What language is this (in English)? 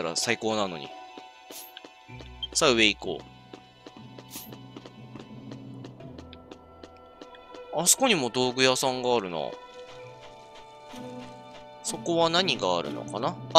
Japanese